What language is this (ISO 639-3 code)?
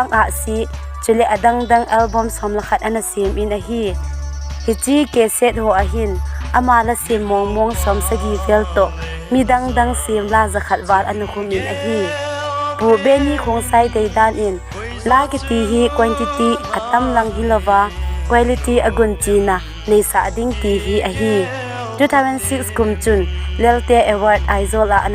tcz